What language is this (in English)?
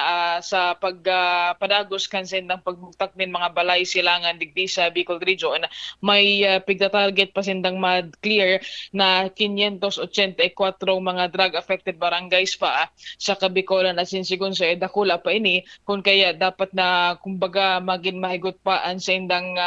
Bikol